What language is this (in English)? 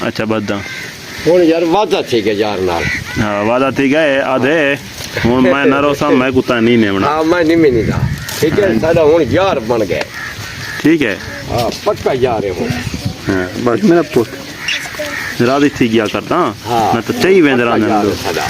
Saraiki